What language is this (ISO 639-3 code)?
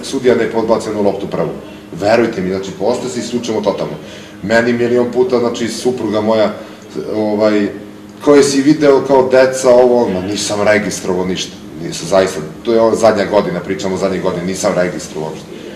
srp